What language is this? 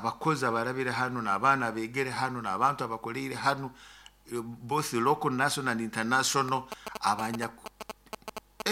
Nyoro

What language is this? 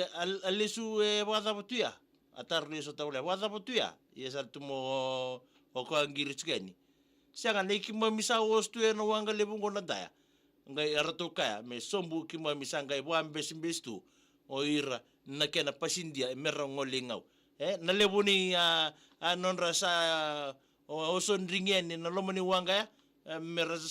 Fijian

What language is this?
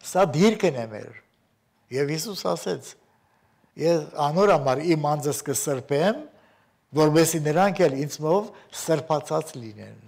Armenian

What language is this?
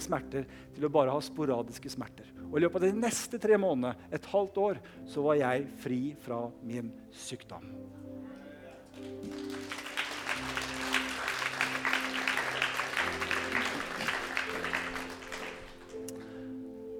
Norwegian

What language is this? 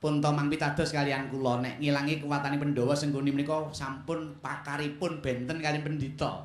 Javanese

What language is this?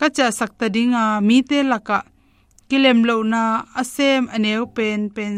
Tedim Chin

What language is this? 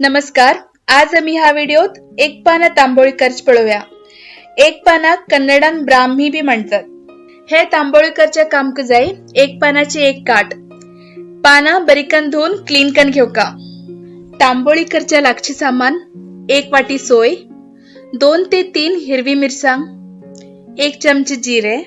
Konkani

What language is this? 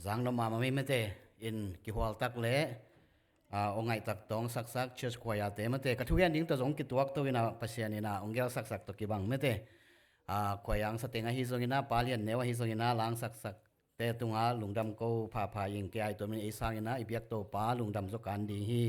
Tedim Chin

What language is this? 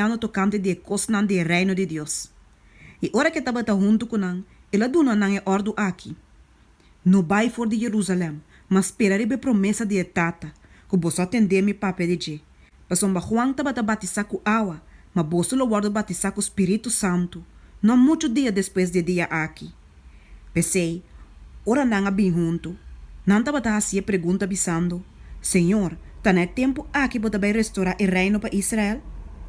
Papiamento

